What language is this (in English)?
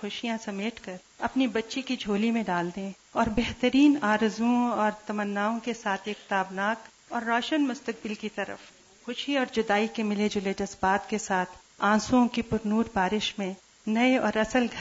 Urdu